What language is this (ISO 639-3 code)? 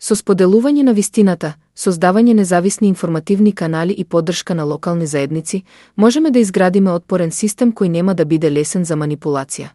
mkd